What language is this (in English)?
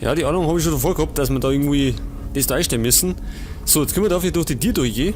Bavarian